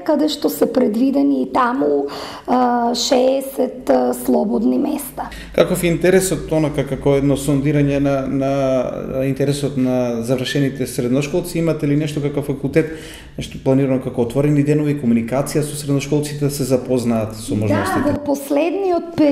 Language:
Macedonian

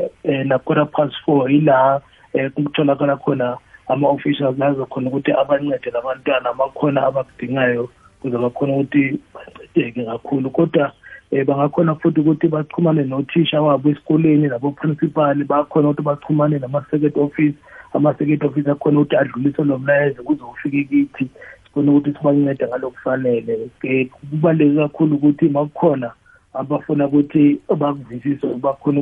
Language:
South Ndebele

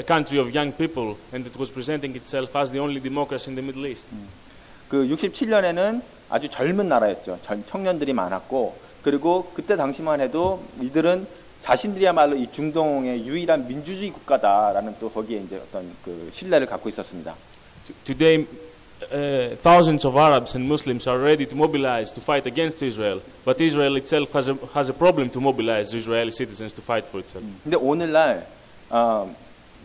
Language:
Korean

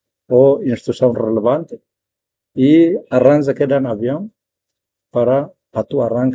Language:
Tetum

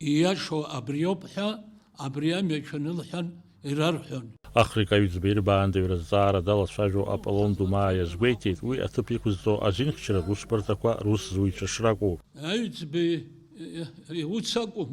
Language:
Abkhazian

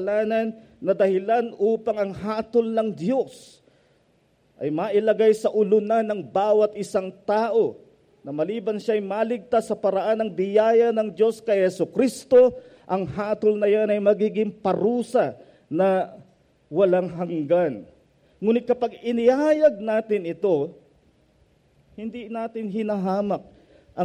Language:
Filipino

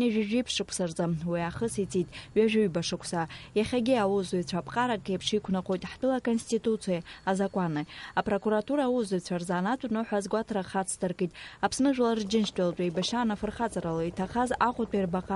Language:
Abkhazian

